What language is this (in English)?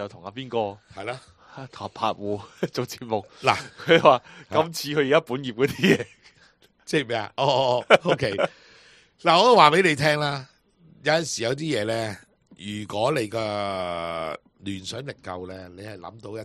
Cantonese